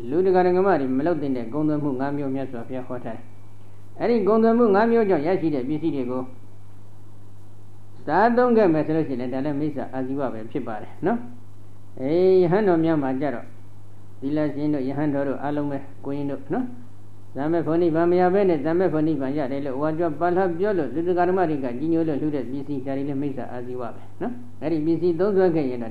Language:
Burmese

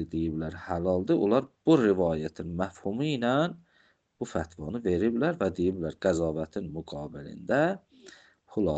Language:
Azerbaijani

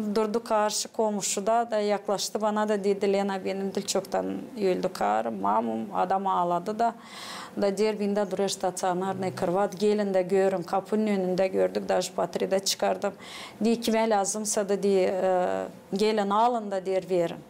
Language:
Gagauz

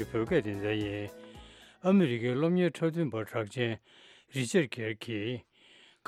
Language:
Tibetan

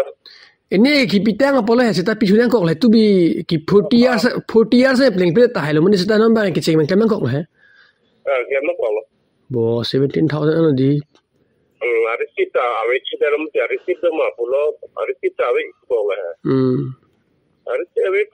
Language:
Karbi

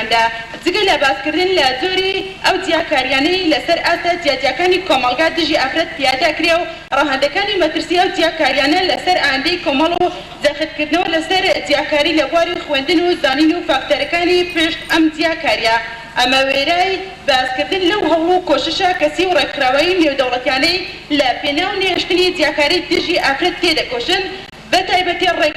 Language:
Central Kurdish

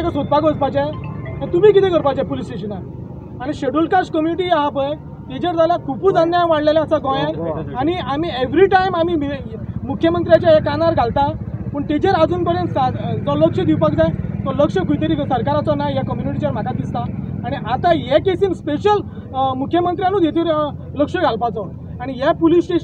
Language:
Konkani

